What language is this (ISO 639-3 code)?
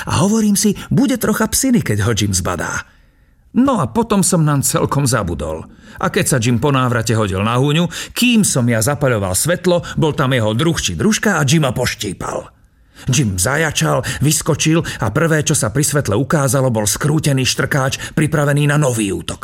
slk